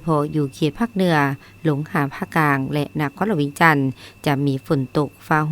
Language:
Lao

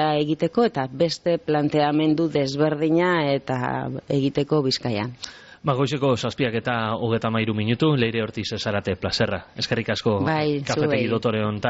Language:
Basque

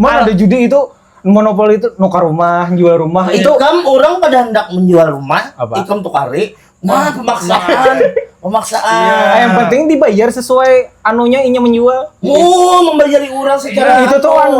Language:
Banjar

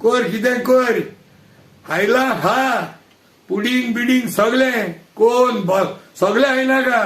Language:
Konkani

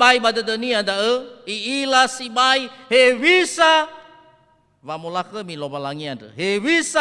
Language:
Nias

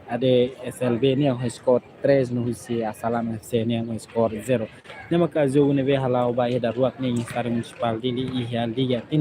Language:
Tetum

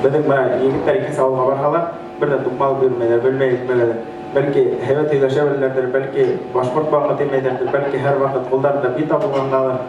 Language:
Bashkir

